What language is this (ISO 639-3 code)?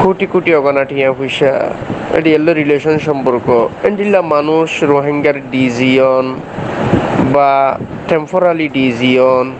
rhg